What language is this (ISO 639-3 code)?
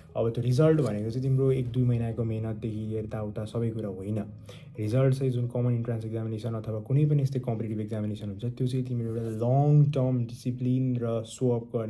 nep